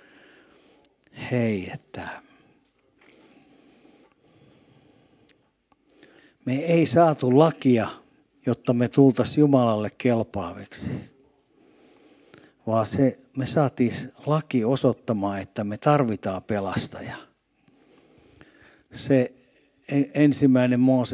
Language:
Finnish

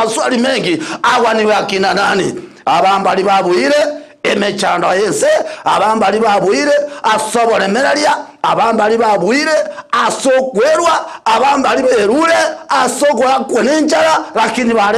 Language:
Gusii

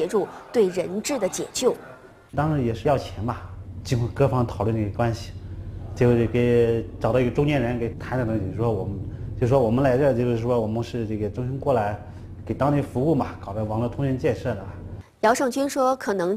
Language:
Chinese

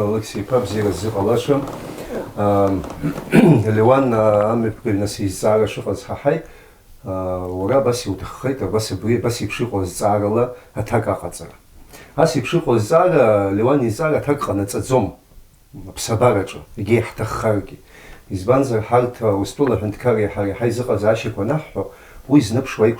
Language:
Abkhazian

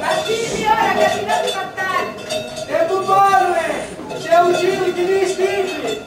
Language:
Sicilian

